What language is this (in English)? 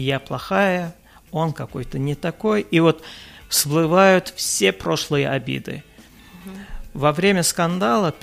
Russian